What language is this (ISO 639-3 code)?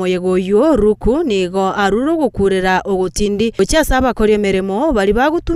guz